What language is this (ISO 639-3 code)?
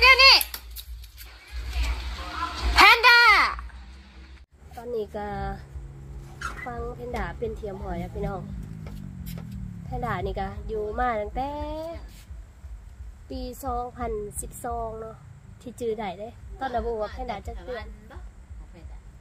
tha